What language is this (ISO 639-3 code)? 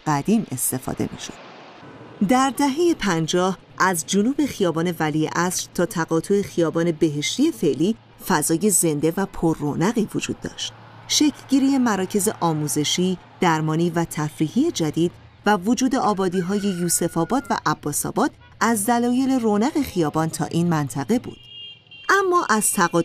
fas